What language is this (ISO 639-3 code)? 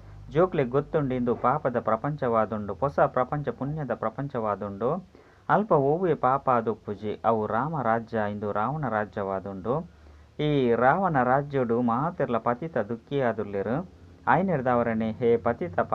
tcy